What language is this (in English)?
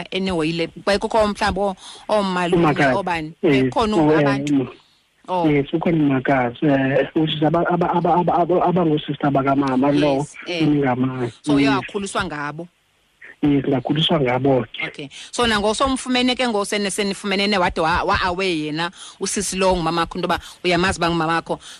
Xhosa